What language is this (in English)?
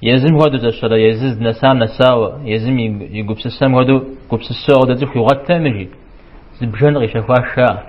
Kabardian